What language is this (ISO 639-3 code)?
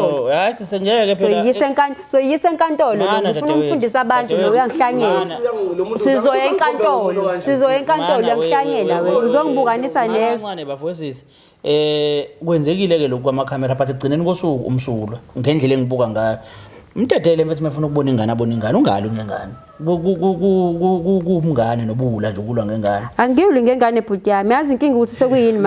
zul